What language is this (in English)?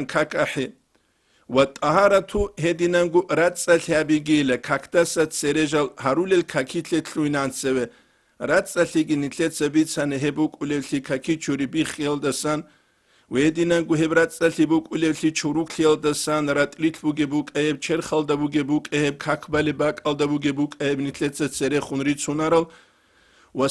Avaric